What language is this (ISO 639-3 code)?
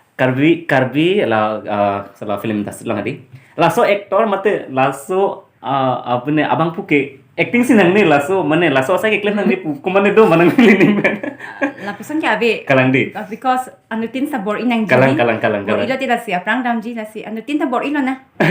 mjw